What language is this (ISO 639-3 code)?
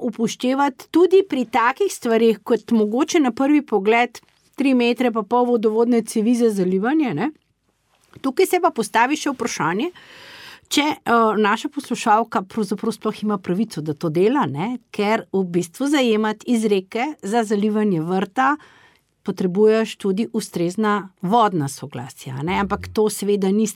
slv